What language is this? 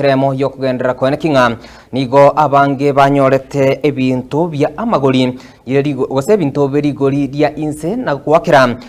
Gusii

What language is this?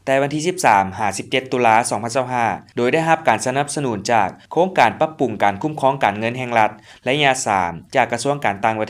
Lao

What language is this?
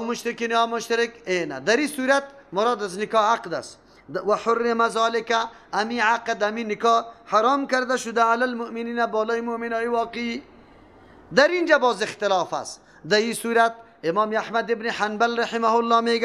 Persian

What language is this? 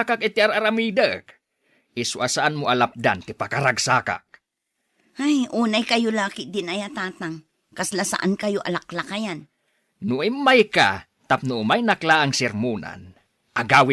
Iloko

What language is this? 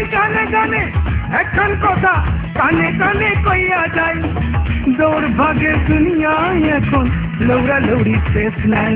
Bangla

